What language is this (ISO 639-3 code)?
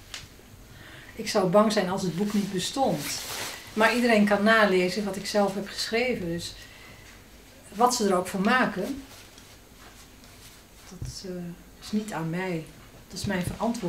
nld